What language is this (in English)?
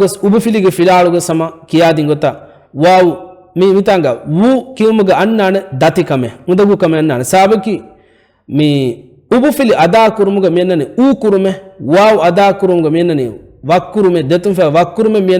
Divehi